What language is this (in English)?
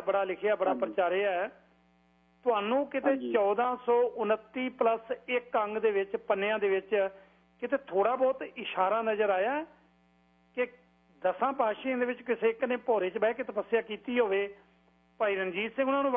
Punjabi